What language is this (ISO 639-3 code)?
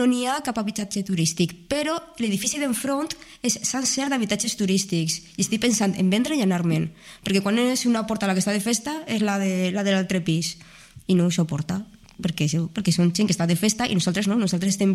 cat